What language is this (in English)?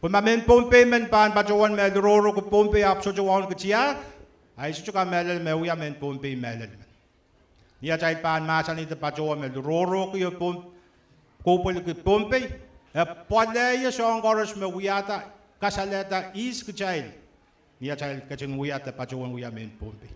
Pohnpeian